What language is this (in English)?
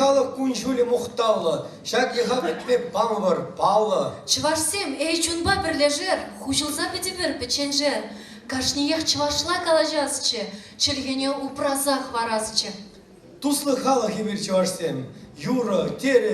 Chuvash